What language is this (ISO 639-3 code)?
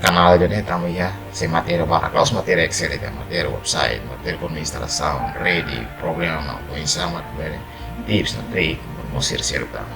tet